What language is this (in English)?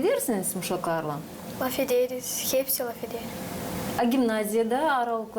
Gagauz